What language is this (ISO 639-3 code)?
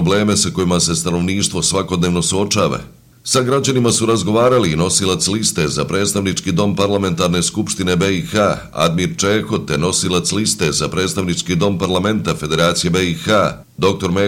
bos